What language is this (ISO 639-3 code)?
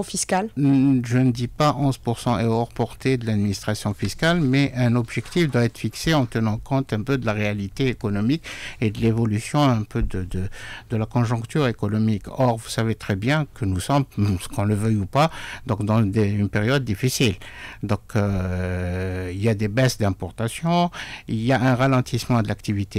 fra